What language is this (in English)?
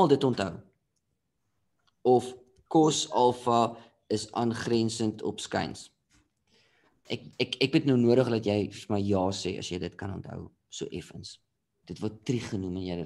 Afrikaans